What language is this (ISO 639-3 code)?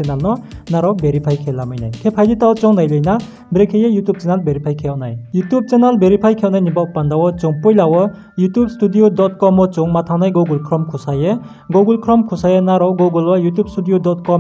ria